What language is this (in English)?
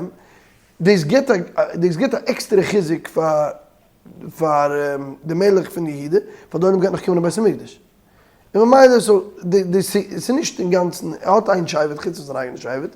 Yiddish